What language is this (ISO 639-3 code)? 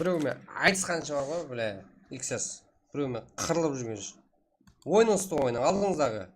kaa